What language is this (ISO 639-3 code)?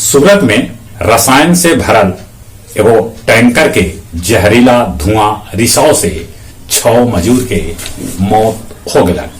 mag